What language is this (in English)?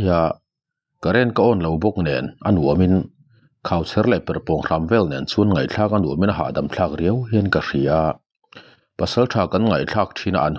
Mizo